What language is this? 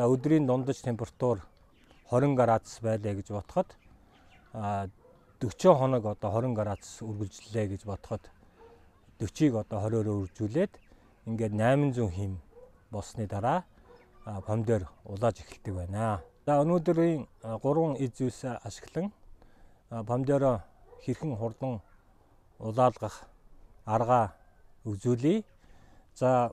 Mongolian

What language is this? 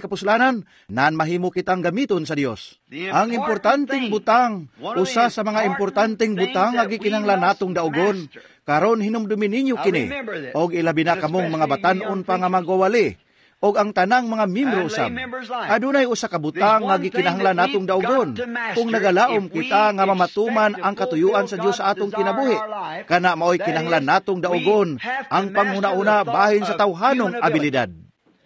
Cebuano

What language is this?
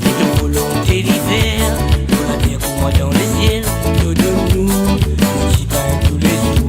Morisyen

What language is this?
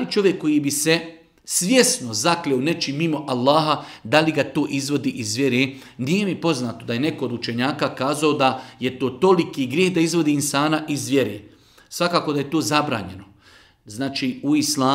Bosnian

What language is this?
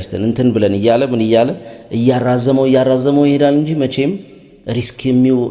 Amharic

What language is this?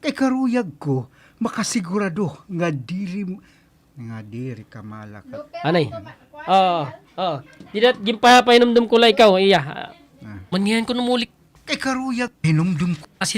Waray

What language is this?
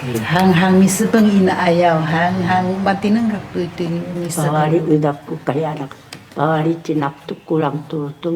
Sakizaya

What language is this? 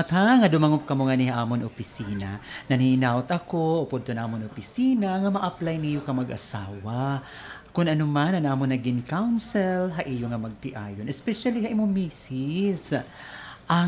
Waray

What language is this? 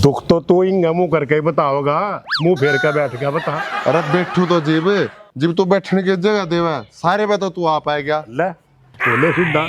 Haryanvi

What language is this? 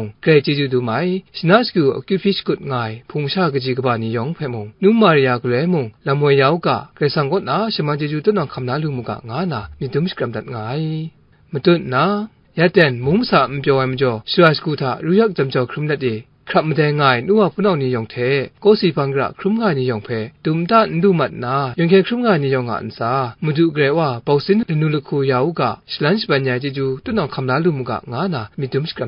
Kachin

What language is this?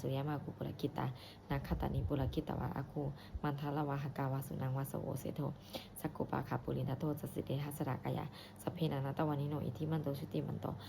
Pali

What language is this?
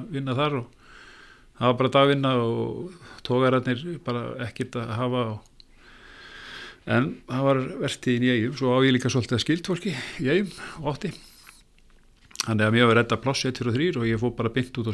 Icelandic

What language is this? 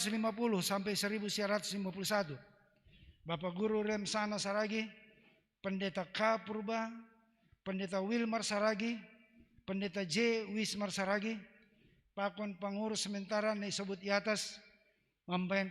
Batak Simalungun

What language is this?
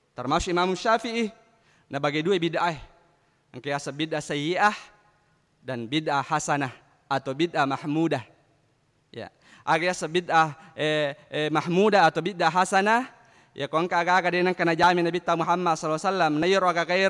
Buginese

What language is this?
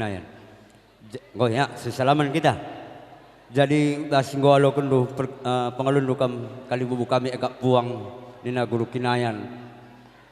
Batak Karo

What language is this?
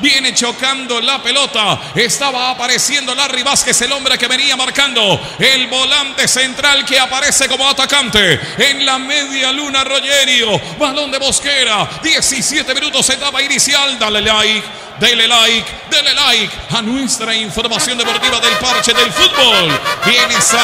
Spanish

